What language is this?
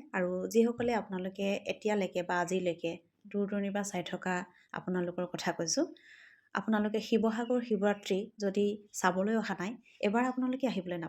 Assamese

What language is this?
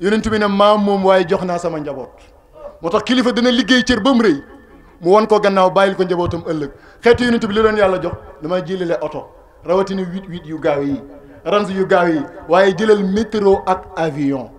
Wolof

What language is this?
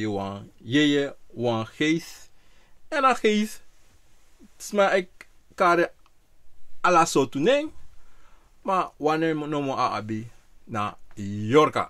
Sranan Tongo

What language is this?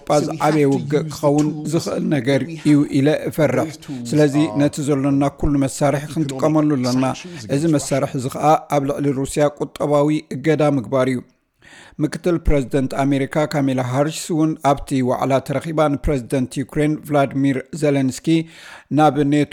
Tigrinya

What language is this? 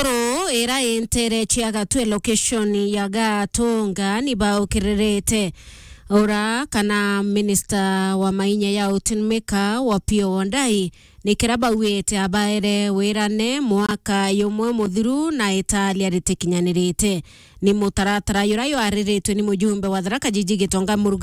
Meru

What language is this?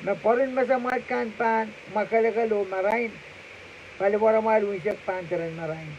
Pohnpeian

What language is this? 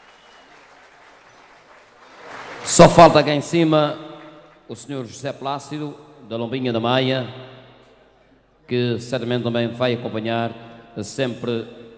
Portuguese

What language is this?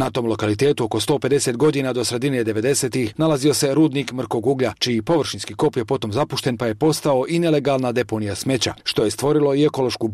Bosnian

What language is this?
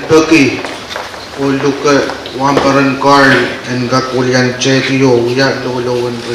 Pohnpeian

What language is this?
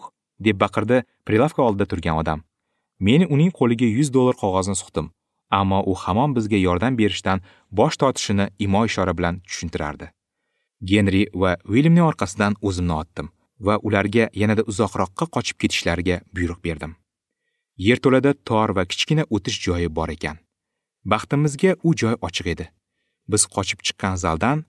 Uzbek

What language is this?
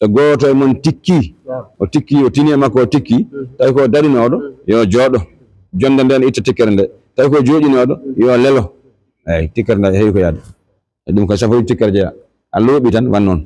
Fula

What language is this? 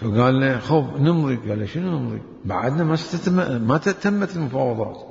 Mesopotamian Arabic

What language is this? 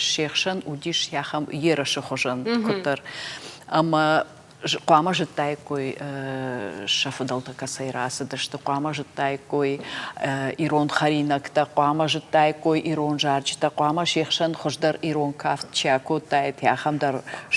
Ossetic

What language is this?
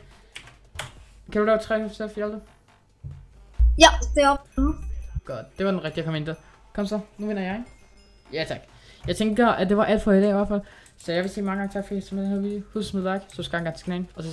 Danish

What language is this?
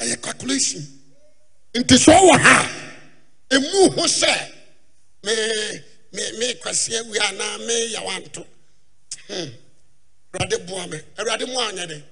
Akan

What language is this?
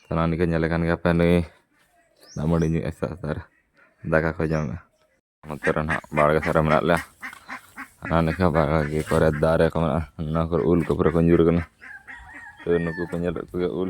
Santali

